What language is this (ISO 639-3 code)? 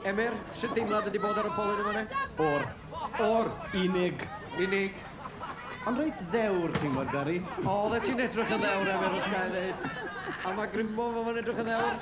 cym